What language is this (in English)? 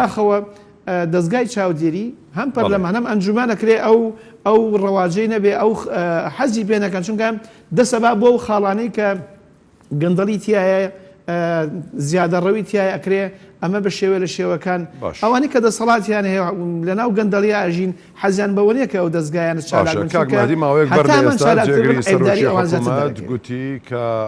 Central Kurdish